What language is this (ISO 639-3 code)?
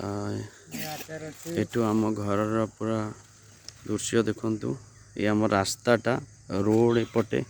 ori